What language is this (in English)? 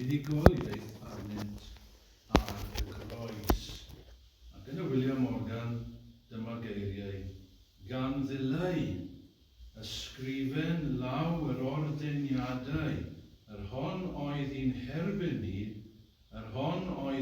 Welsh